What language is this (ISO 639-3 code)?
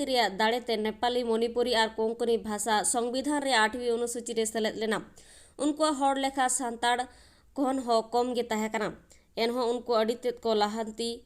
sat